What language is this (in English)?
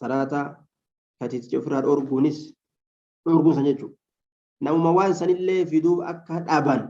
Oromo